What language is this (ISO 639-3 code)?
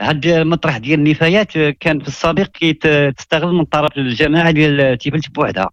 ary